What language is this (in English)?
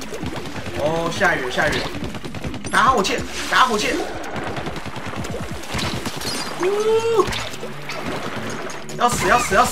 Chinese